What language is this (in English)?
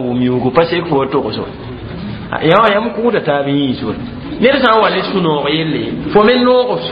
Mossi